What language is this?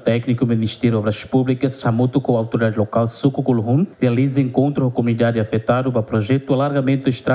Tetum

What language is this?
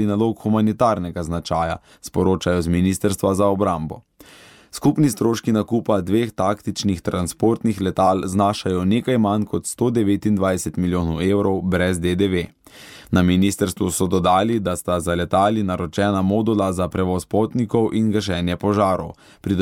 Slovenian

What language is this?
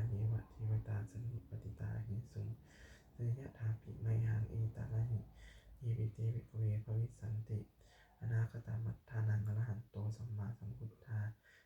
Pali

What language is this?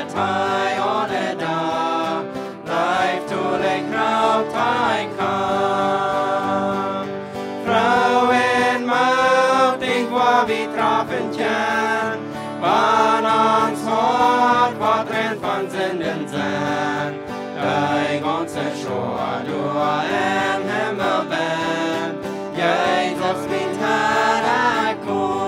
Plautdietsch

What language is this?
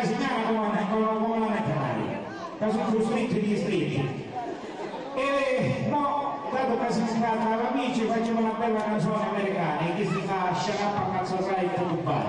Sicilian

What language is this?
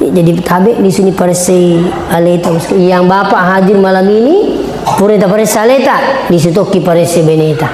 Buginese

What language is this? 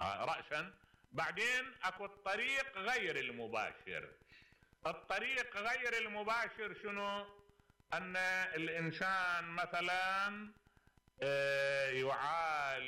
Mesopotamian Arabic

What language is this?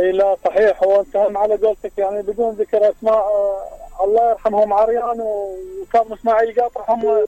Mesopotamian Arabic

